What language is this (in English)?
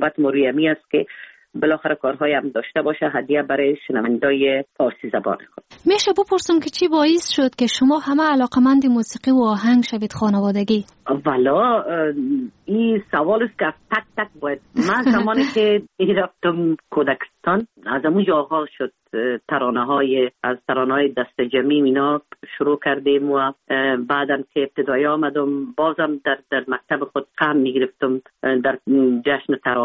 Persian